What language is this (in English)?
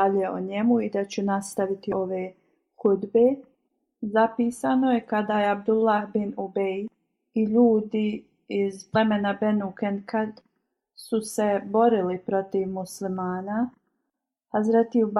Bosnian